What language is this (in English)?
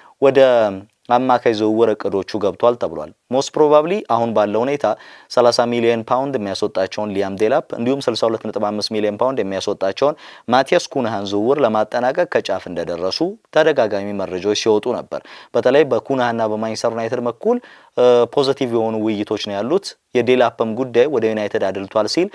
Amharic